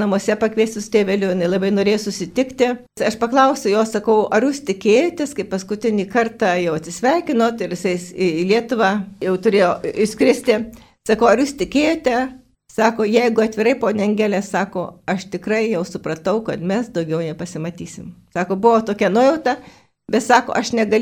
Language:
Lithuanian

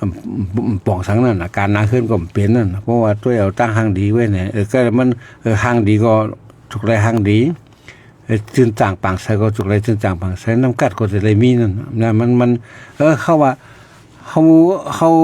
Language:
Shan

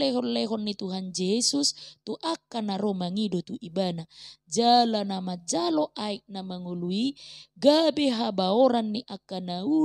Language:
Batak Toba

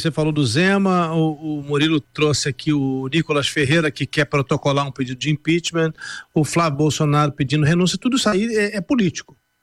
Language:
Portuguese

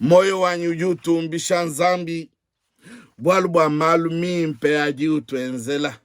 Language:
Luba-Lulua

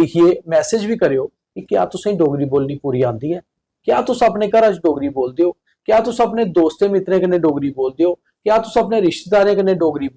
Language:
Dogri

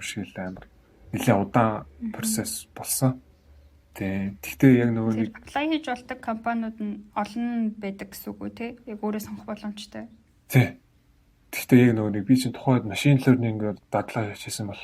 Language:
Mongolian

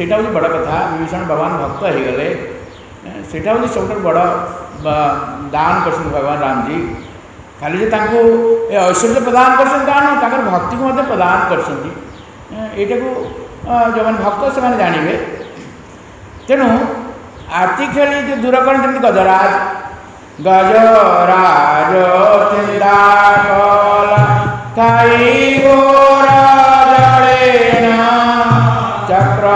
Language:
Odia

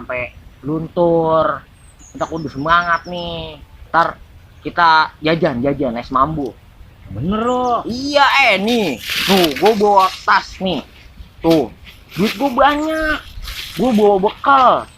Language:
Betawi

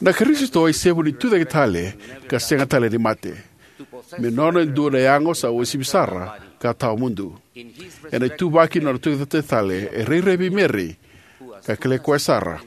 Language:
Fijian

